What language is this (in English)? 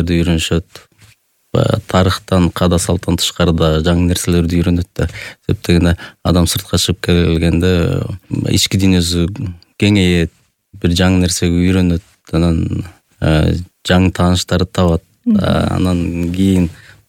Kyrgyz